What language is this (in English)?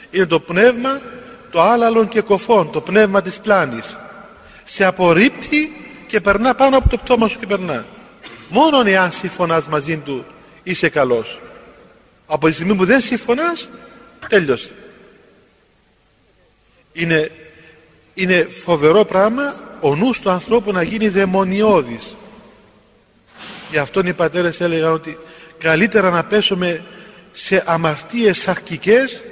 Greek